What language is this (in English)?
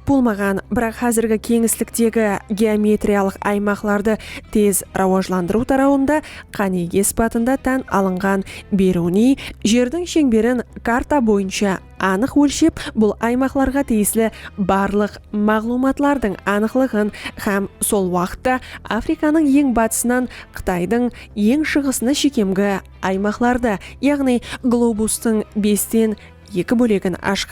Kara-Kalpak